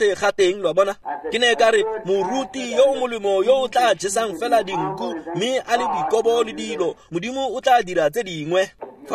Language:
Tswana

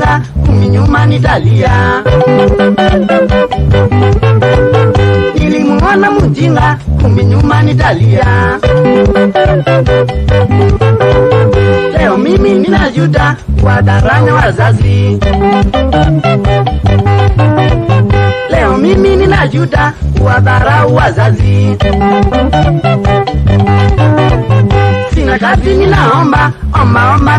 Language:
Swahili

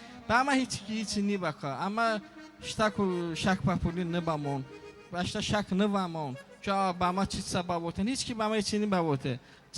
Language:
Talysh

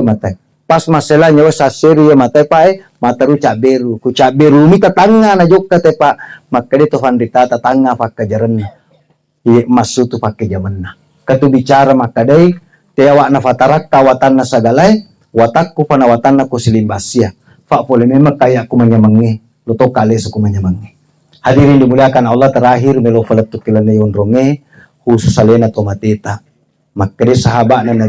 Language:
Buginese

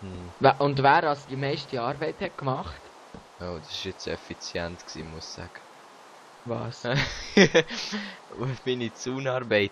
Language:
Swiss German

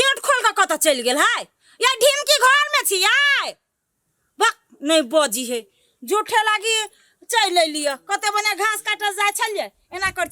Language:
Maithili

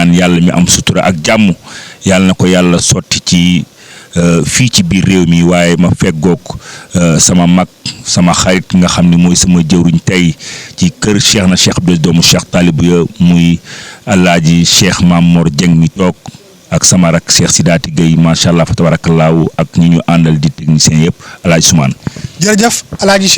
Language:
Wolof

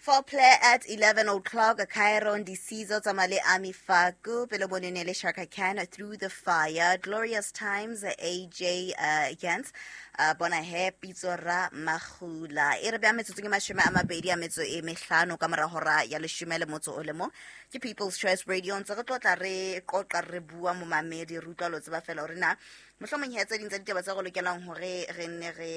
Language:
Southern Sotho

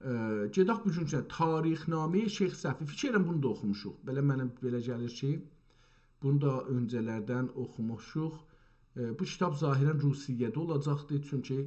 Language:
South Azerbaijani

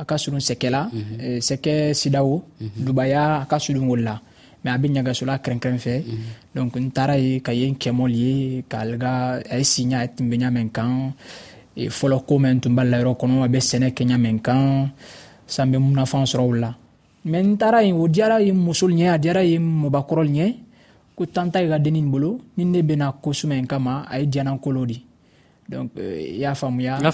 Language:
Dyula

